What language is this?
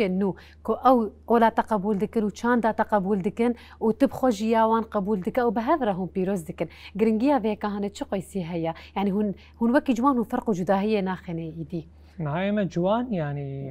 Kurdish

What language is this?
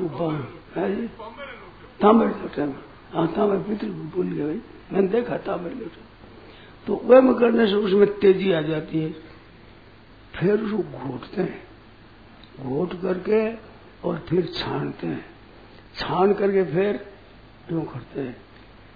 Hindi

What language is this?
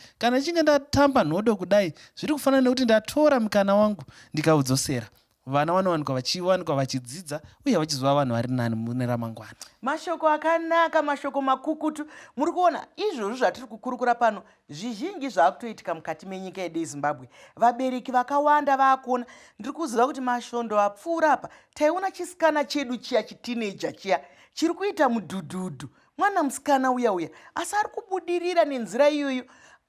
Shona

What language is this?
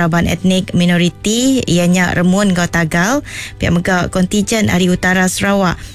Iban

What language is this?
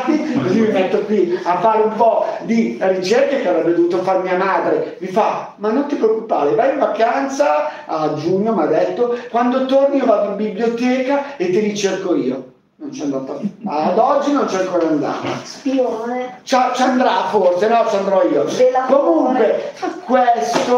Italian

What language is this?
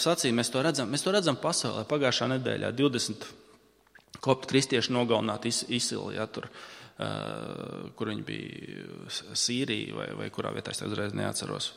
Latvian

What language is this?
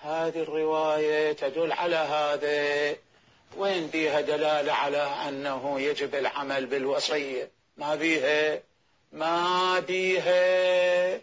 Mesopotamian Arabic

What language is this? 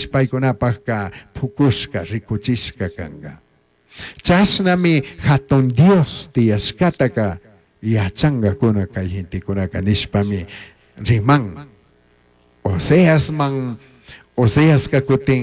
Chimborazo Highland Quichua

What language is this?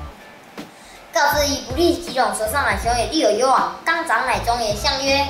Literary Chinese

